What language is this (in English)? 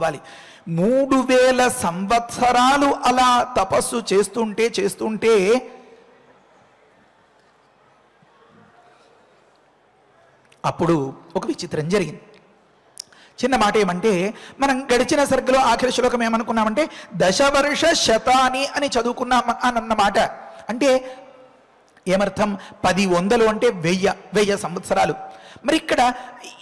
Telugu